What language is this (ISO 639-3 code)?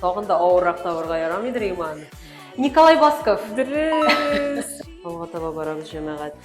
tat